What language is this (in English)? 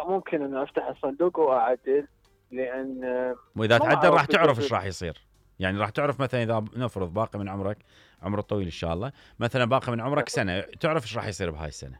Mesopotamian Arabic